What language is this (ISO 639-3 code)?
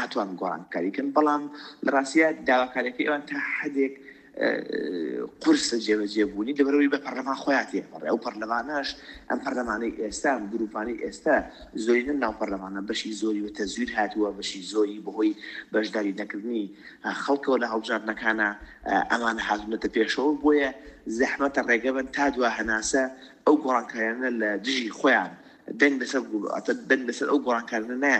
ckb